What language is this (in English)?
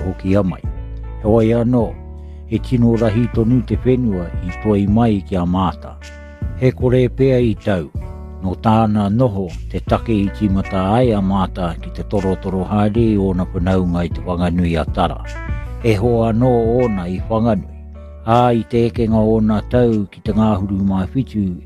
Māori